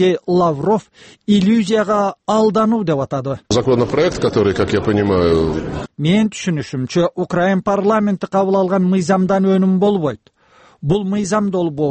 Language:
Kyrgyz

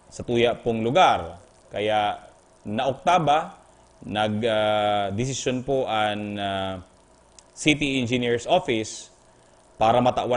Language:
Bikol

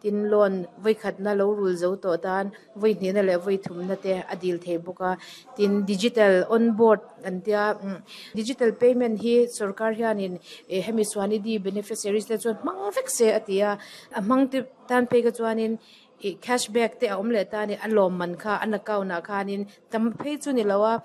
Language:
Mizo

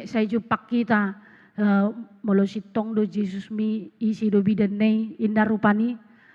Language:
Batak Toba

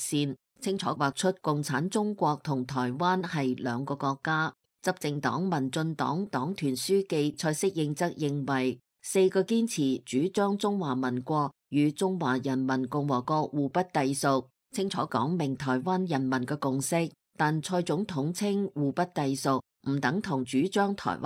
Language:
Cantonese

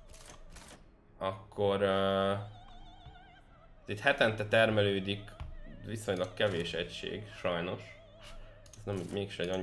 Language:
Hungarian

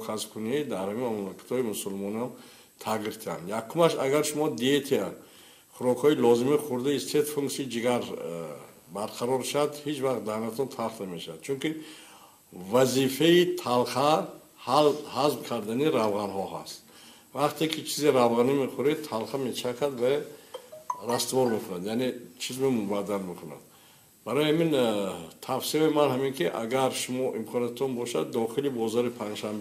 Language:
Tajik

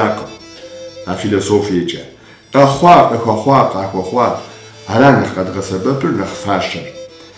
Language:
Kabardian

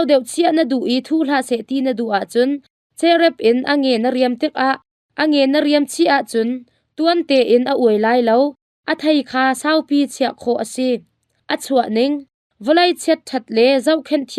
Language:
Hakha Chin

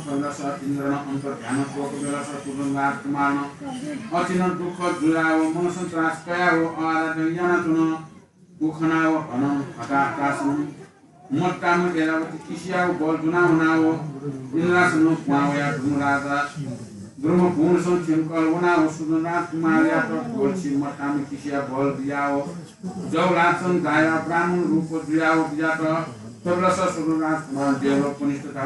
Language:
Newari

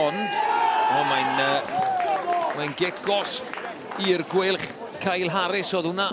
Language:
Welsh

